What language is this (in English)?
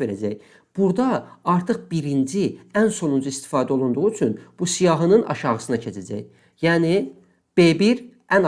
Azerbaijani